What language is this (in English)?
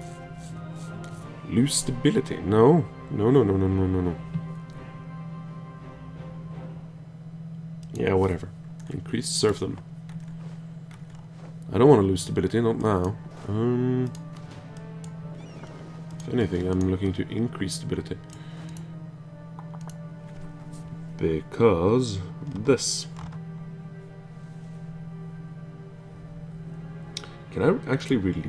English